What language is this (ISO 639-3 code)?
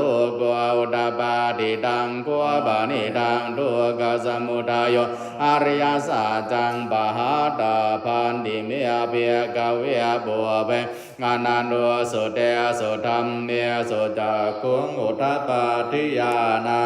pli